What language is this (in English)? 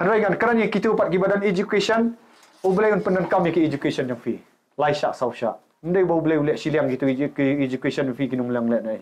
Khasi